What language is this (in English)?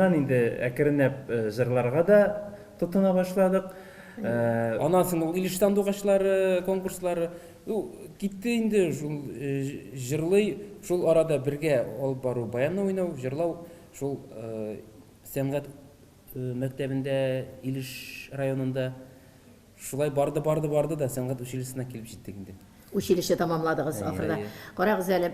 Tatar